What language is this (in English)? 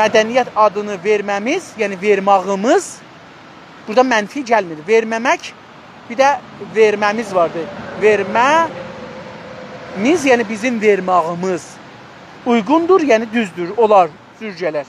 South Azerbaijani